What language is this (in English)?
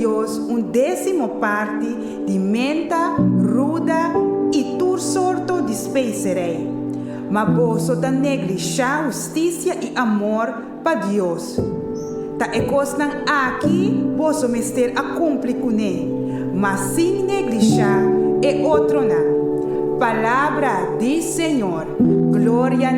Papiamento